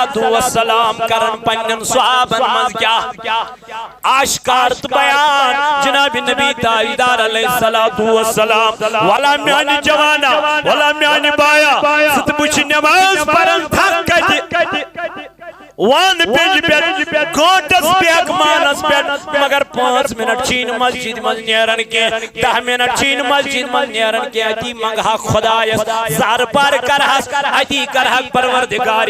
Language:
Kashmiri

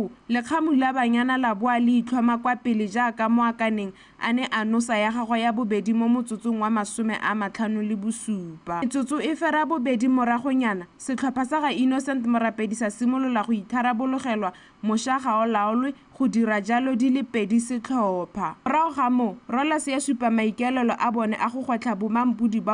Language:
Tswana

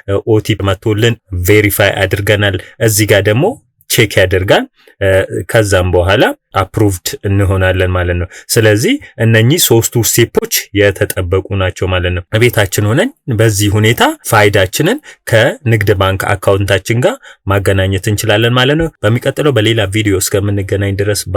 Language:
Amharic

